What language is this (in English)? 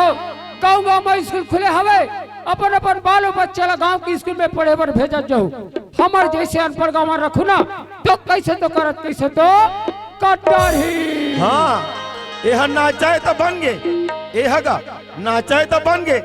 Chhattisgarhi